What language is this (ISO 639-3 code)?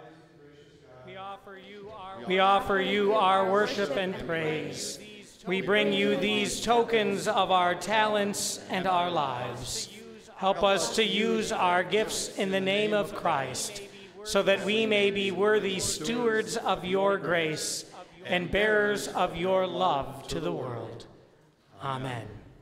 eng